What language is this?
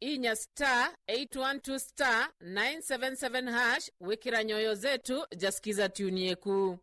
Meru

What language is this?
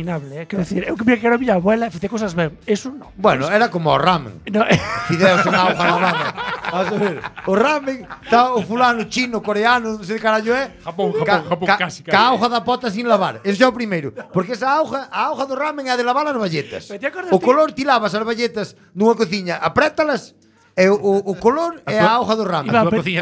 Galician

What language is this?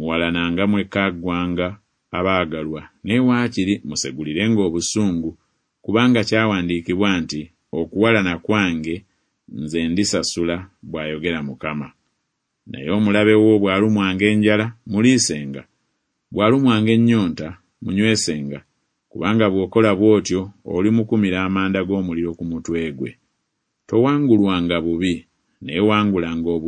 Ganda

